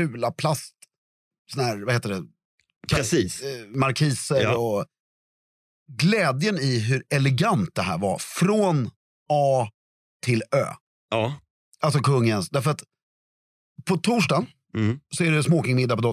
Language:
Swedish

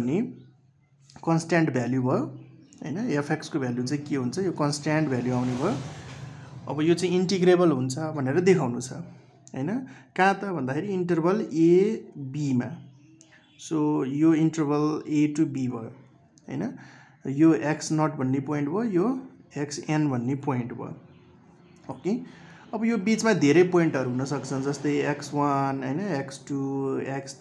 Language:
Nepali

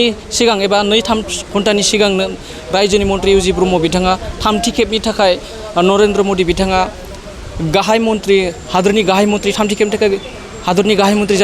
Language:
Bodo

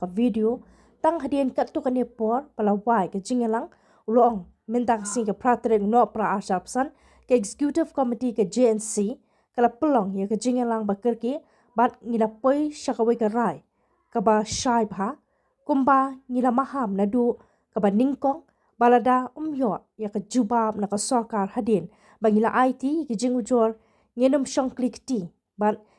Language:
Khasi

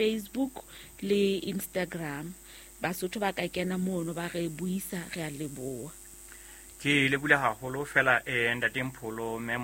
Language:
Southern Sotho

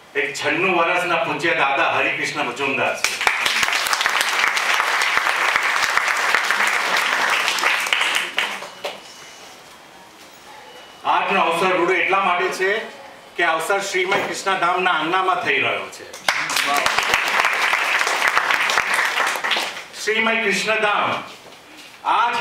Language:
Gujarati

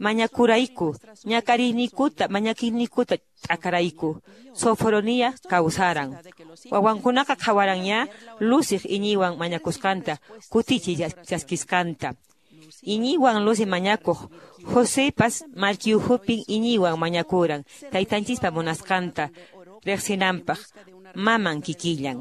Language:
Quechua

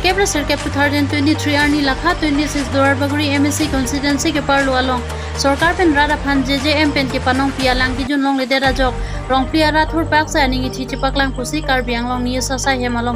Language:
Karbi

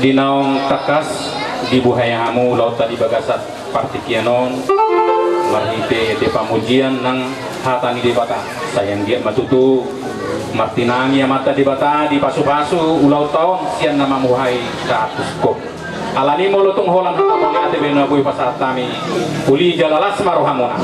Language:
Batak Toba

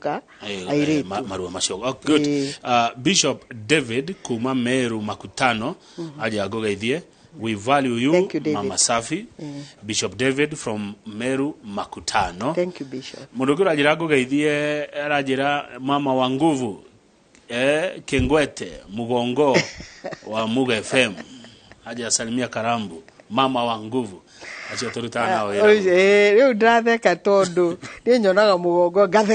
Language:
Kikuyu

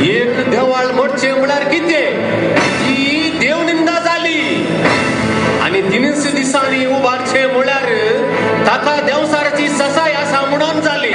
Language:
Konkani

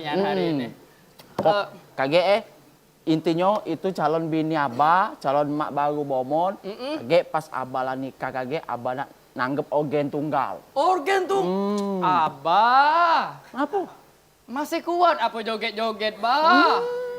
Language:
Musi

